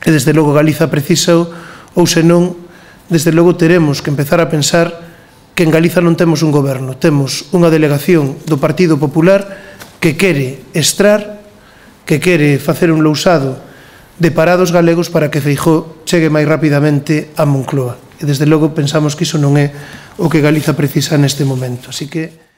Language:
Galician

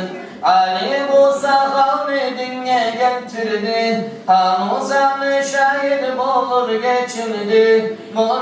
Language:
Kumyk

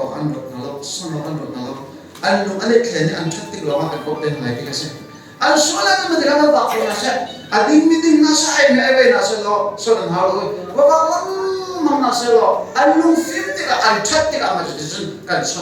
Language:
Hakha Chin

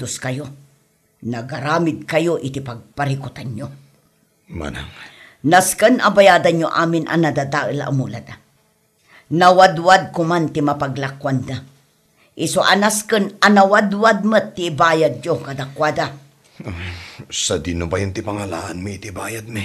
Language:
Iloko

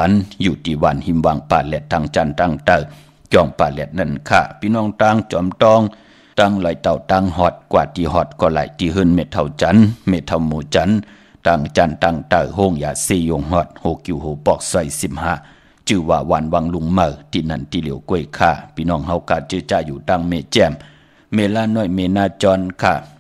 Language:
Shan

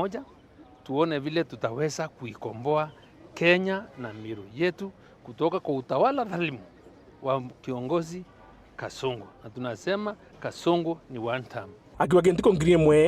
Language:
Meru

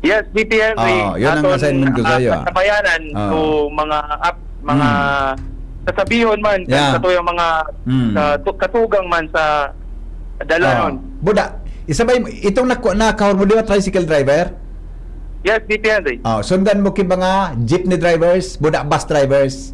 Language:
Bikol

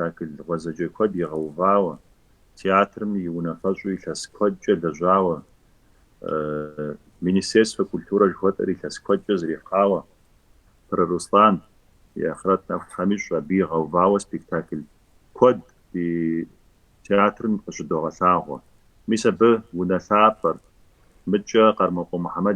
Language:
Kabardian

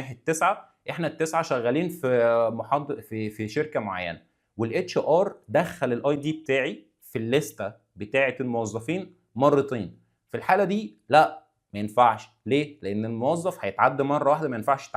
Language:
Egyptian Arabic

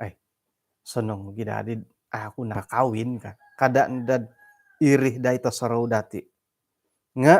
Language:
Central Dusun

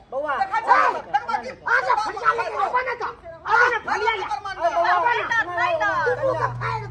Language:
Maithili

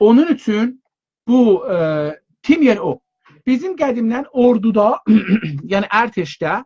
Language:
South Azerbaijani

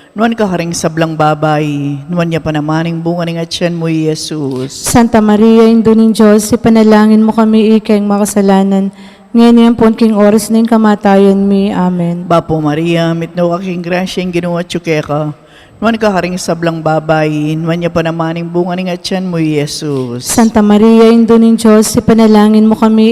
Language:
Pampanga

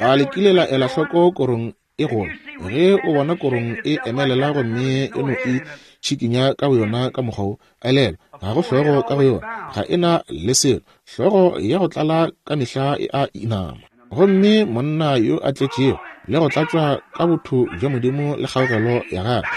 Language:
Northern Sotho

